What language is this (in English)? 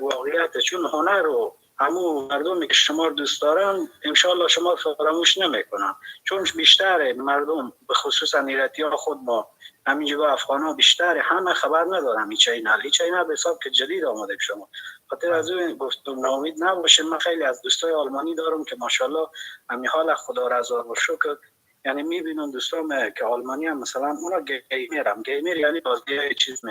Persian